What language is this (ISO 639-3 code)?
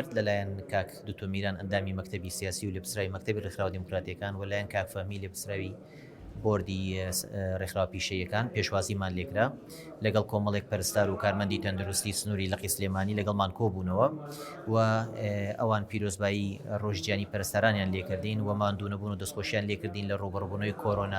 ckb